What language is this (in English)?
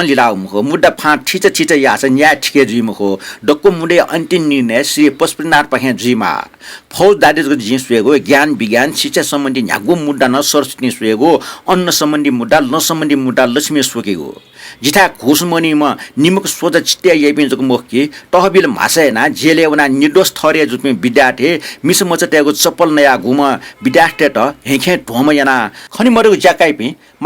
Newari